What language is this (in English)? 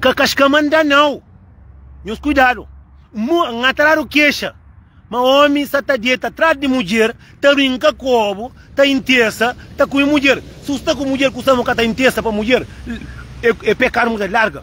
Kabuverdianu